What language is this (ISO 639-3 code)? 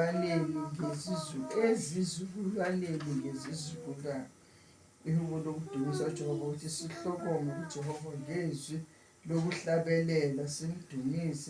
zul